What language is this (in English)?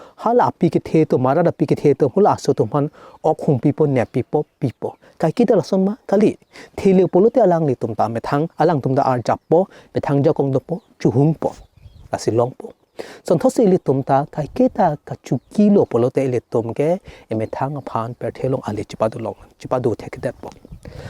Karbi